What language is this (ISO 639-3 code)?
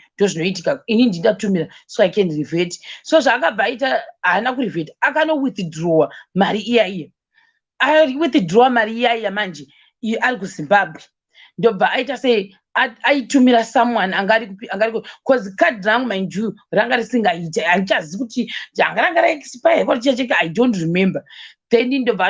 sna